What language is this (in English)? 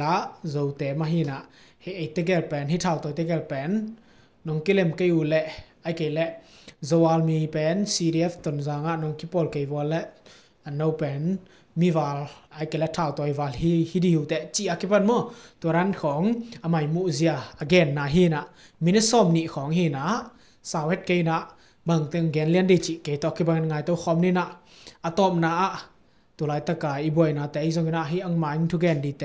Tedim Chin